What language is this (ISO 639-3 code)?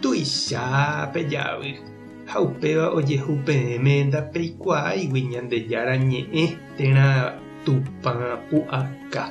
grn